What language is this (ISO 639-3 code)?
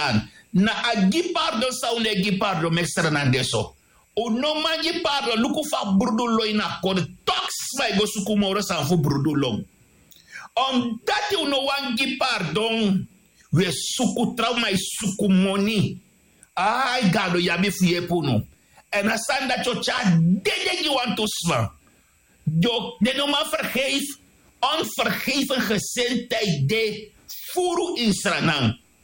srn